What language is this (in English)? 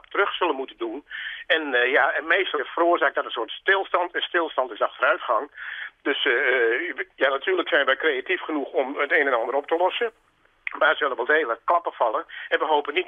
Western Frisian